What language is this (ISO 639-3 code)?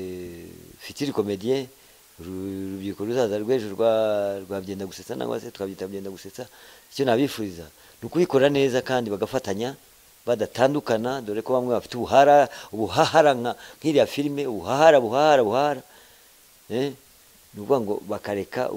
kin